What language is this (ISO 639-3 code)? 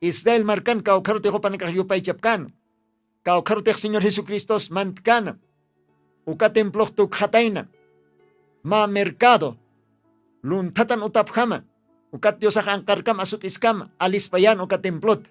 aym